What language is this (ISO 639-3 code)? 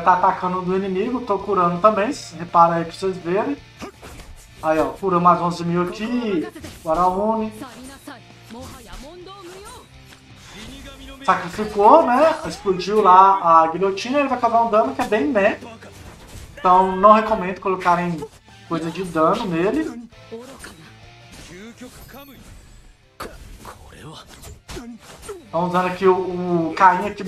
por